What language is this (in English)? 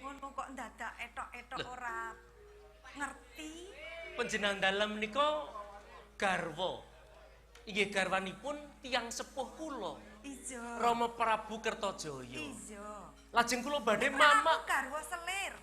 Javanese